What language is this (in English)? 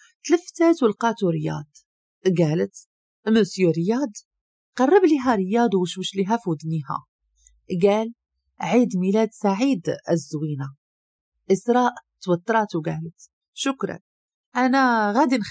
Moroccan Arabic